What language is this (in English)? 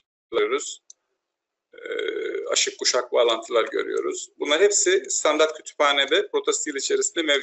Turkish